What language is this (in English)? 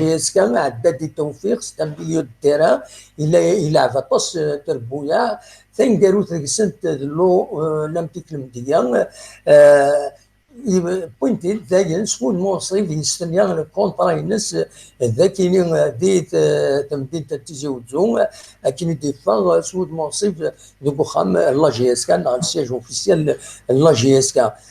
Kabyle